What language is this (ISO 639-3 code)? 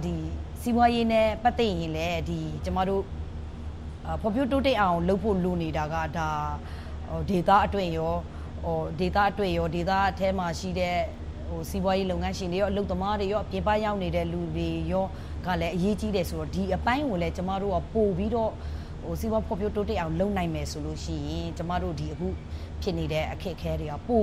mya